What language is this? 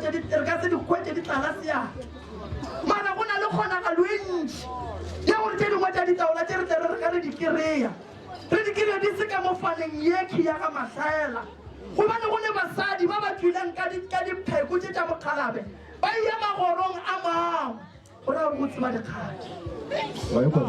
Northern Sotho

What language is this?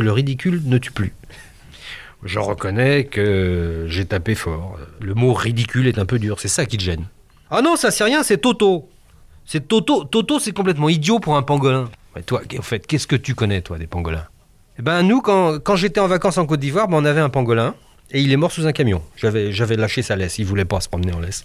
French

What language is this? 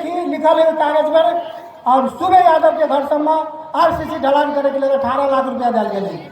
Maithili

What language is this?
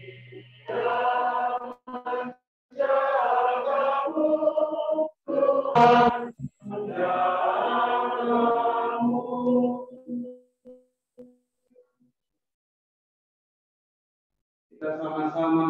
Indonesian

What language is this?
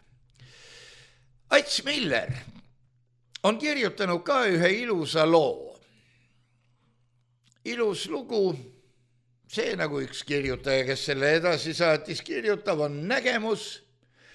Estonian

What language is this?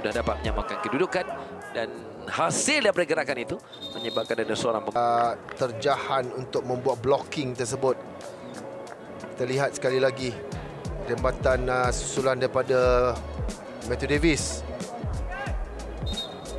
Malay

